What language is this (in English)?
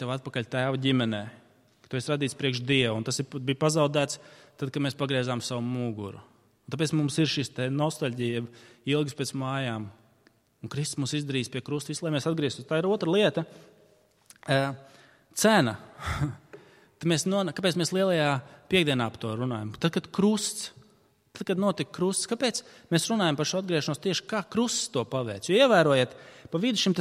Latvian